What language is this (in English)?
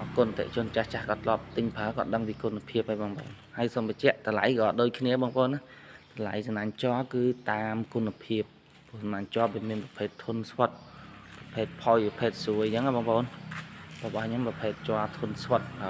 Khmer